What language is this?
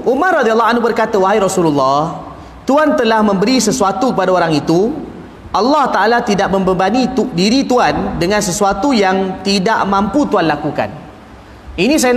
Malay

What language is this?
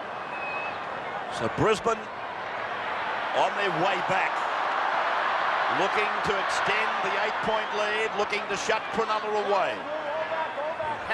English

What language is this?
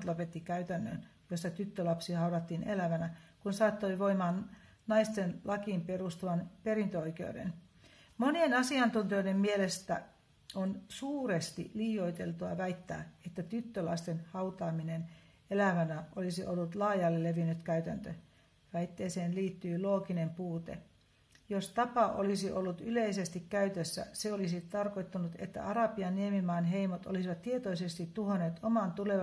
Finnish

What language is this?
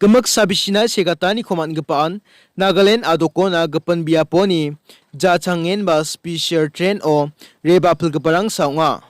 Garo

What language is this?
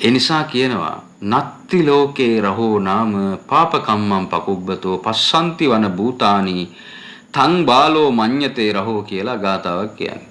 Sinhala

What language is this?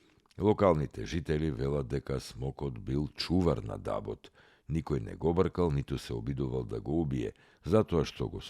Macedonian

